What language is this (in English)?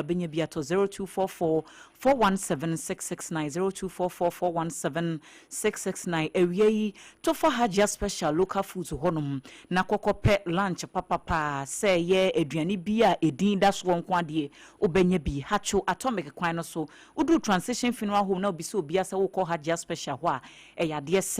Akan